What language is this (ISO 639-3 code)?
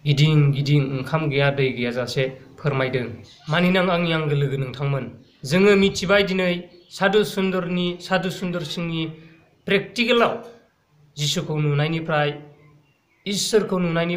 brx